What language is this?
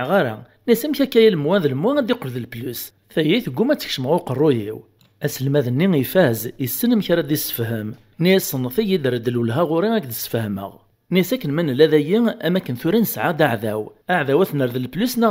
Kabyle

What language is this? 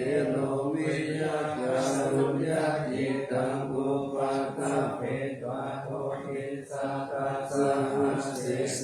Pali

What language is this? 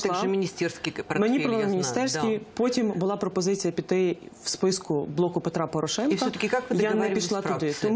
Ukrainian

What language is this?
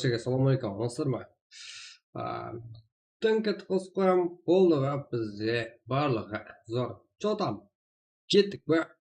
Kara-Kalpak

